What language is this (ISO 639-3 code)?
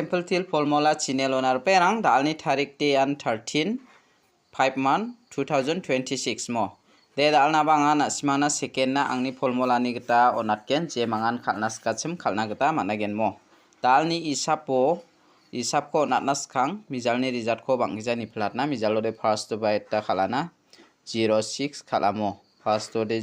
grt